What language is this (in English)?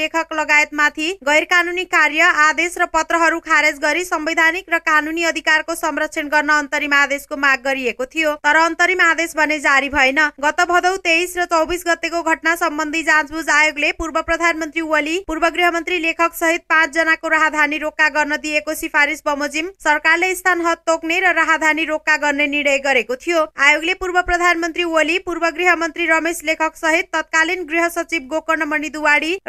Nepali